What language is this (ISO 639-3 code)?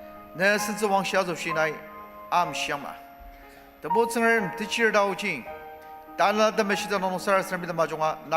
njo